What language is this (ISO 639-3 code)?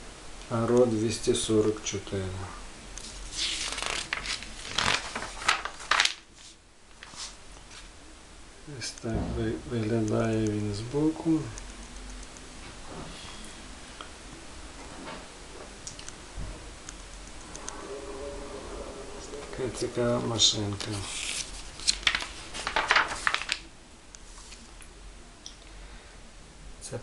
ukr